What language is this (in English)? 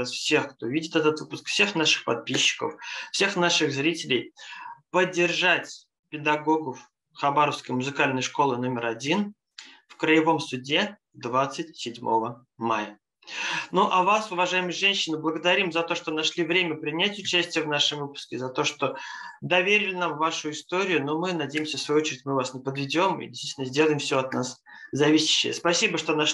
Russian